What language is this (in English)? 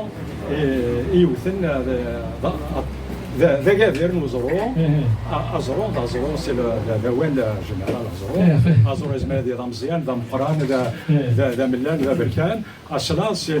Kabyle